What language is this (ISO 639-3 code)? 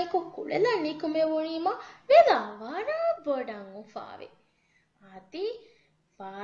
div